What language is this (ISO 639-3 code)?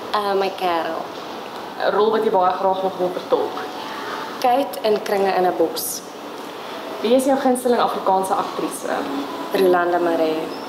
afr